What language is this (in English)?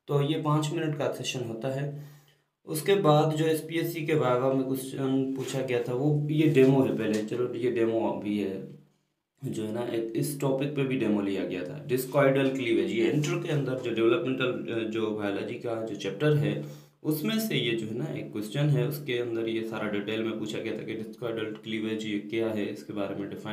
Hindi